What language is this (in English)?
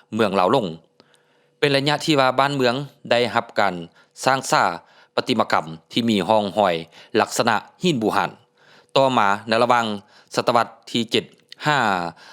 Lao